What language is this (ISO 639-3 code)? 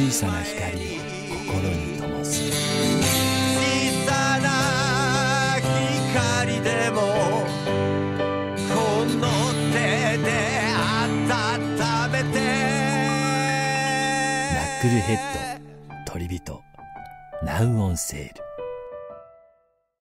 jpn